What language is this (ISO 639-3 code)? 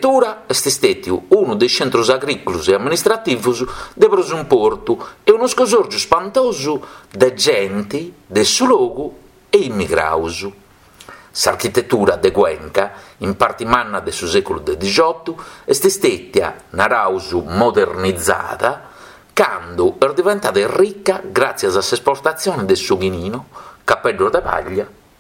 srd